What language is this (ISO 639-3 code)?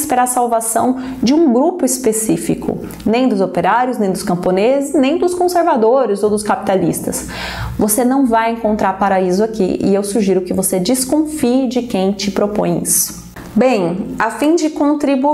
por